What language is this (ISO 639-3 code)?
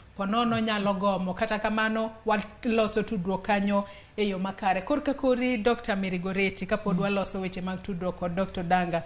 luo